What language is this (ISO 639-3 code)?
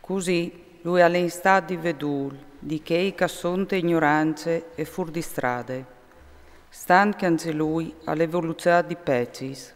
fur